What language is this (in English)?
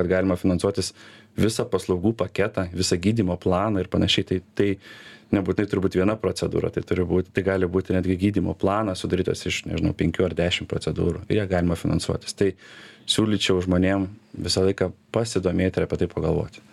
Lithuanian